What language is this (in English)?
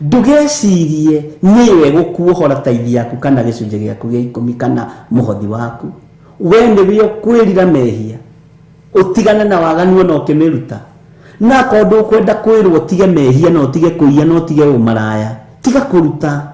Kikuyu